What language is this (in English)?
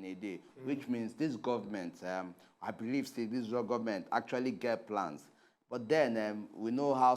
Nigerian Pidgin